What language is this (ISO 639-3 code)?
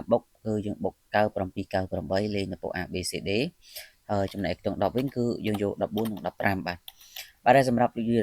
khm